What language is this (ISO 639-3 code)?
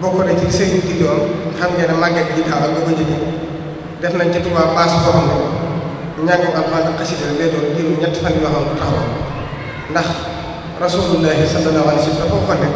wol